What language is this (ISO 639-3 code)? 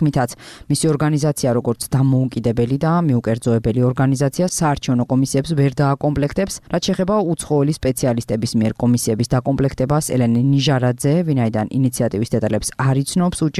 kat